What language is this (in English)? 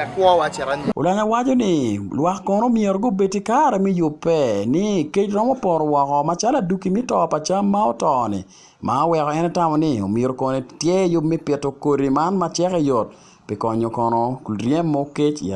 Acoli